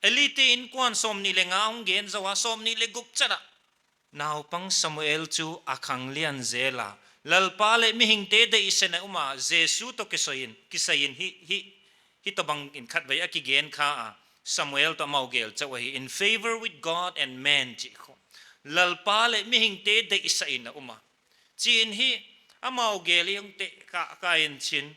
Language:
Paite Chin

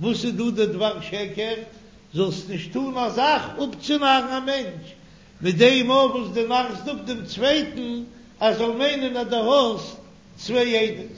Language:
Yiddish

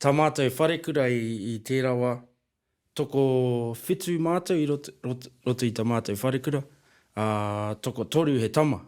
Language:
Māori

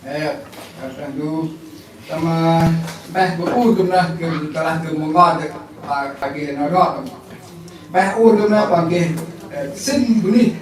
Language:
Central Mnong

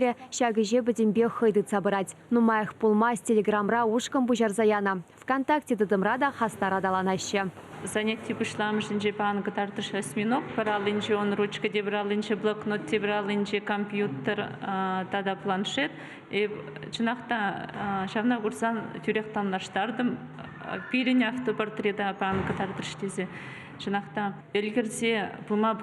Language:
Chuvash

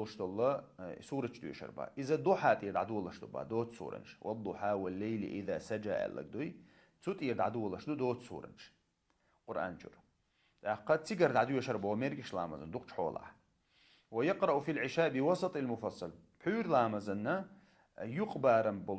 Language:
Chechen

